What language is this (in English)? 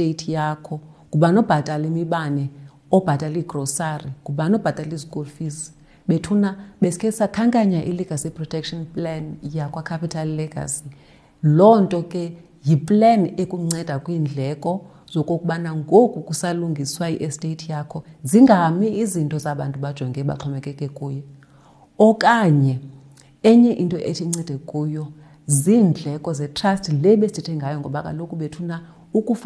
Xhosa